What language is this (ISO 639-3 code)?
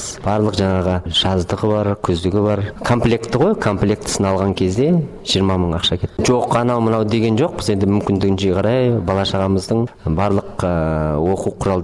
kaz